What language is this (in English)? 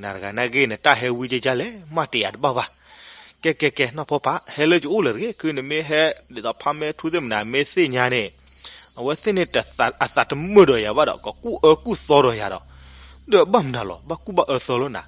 S'gaw Karen